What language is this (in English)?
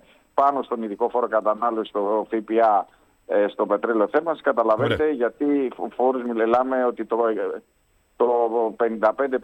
Greek